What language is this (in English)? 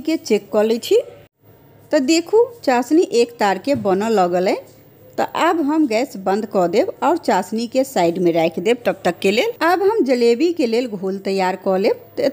Maithili